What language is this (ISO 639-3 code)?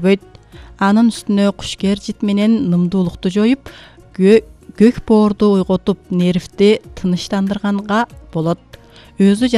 kir